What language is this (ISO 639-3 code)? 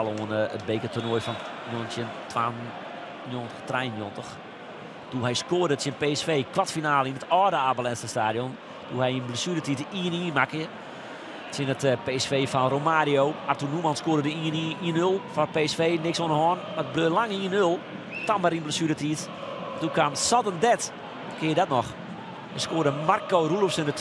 fry